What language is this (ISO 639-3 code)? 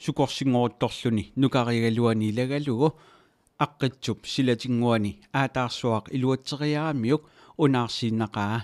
kal